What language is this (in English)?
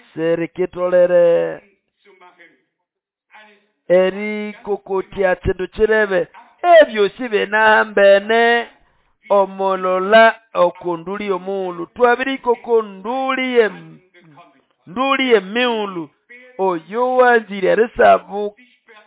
Nande